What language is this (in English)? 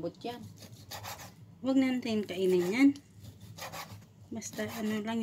Filipino